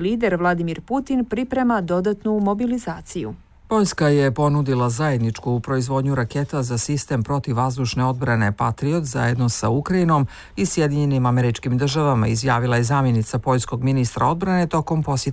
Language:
Bosnian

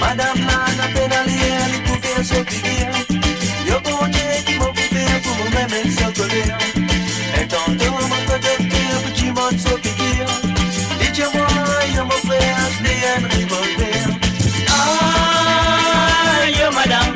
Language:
Morisyen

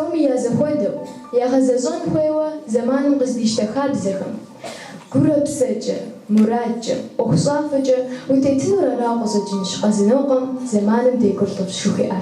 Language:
Kabardian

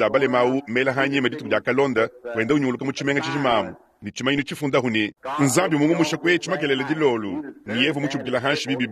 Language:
Luba-Lulua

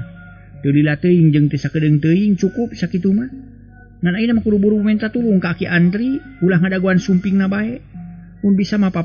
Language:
Sundanese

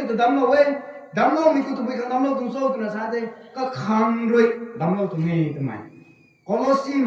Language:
Rongmei Naga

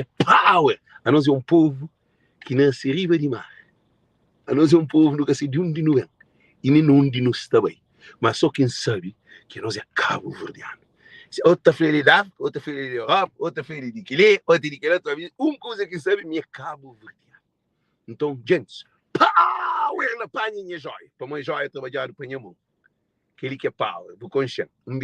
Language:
Kabuverdianu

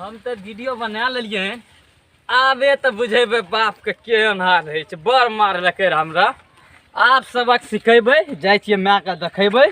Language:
Maithili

